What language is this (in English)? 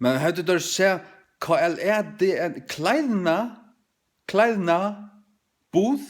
Faroese